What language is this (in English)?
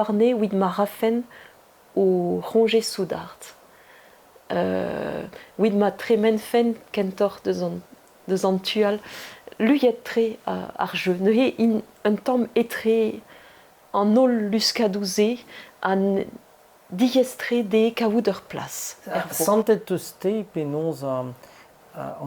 Breton